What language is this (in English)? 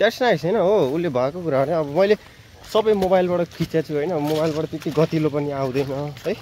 Nepali